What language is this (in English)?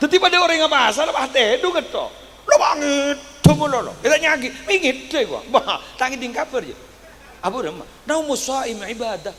Madurese